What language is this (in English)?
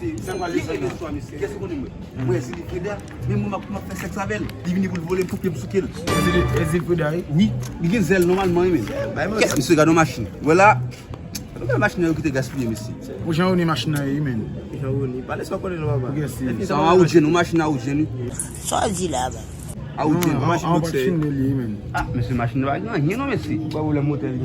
Haitian Creole